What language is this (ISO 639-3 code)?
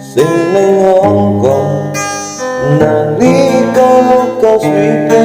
jav